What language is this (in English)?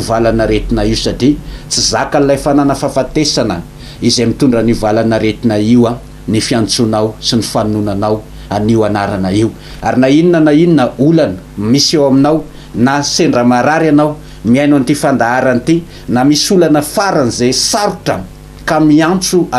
Malagasy